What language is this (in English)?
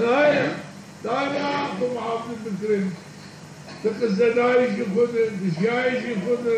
Zaza